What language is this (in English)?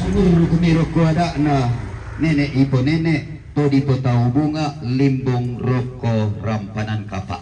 Toraja-Sa'dan